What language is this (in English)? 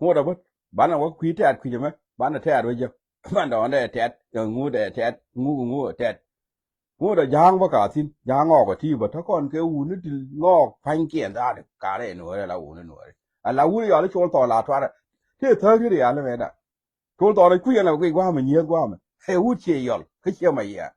Nuer